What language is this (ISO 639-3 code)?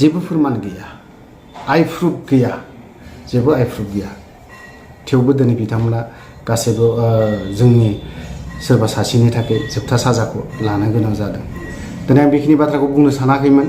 brx